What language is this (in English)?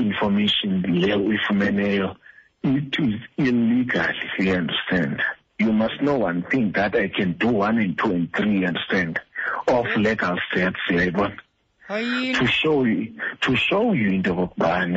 Xhosa